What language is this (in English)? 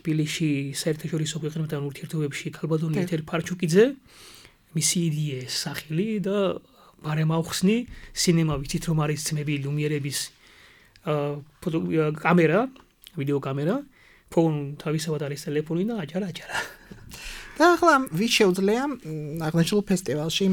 Georgian